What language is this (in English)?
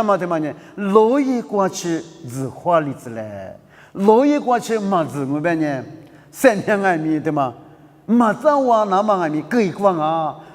Lisu